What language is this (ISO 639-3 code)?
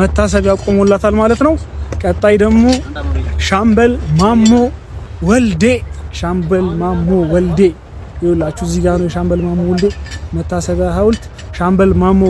amh